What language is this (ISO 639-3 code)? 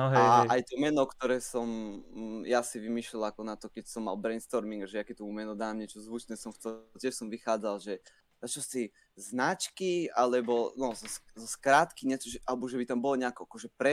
slk